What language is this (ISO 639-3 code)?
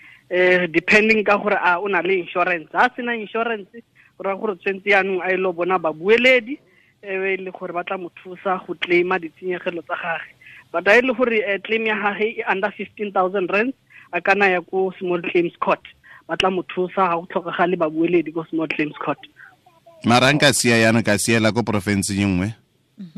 tsn